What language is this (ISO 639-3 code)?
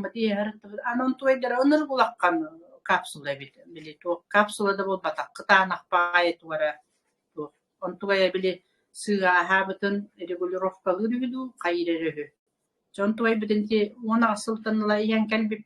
sah